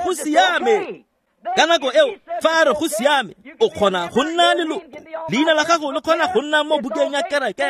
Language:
Tswana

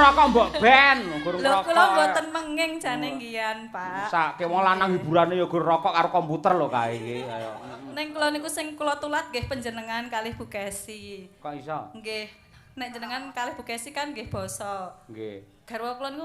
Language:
Javanese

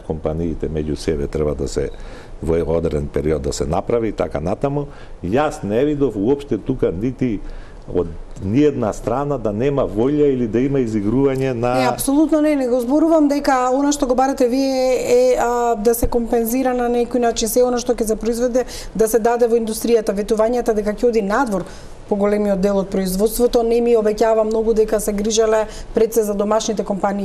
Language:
Macedonian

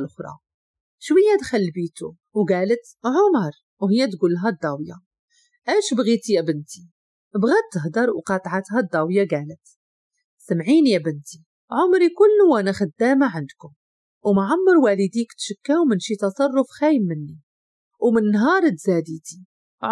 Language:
Moroccan Arabic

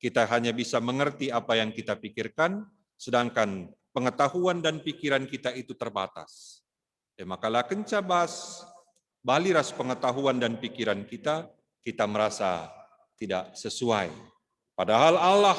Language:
Batak Karo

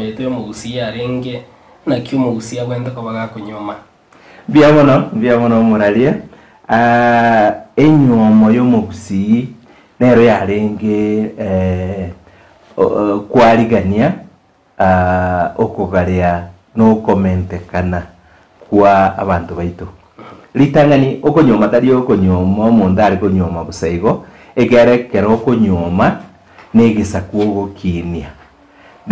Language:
Gusii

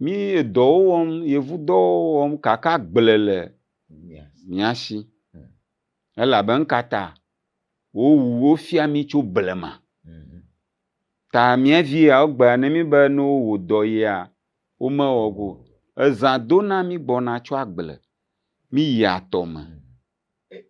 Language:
Ewe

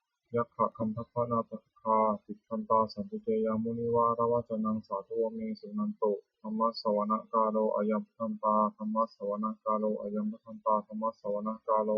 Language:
Pali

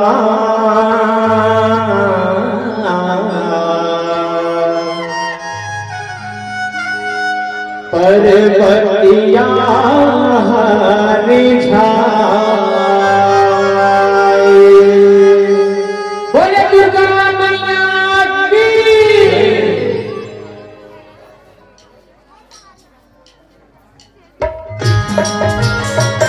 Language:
Chhattisgarhi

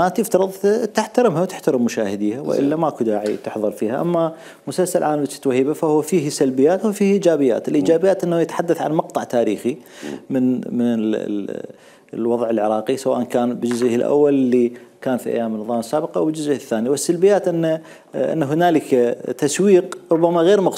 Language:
Mesopotamian Arabic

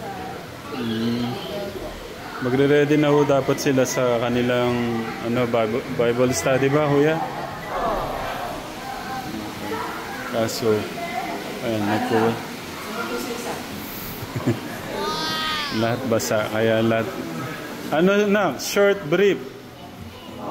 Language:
Filipino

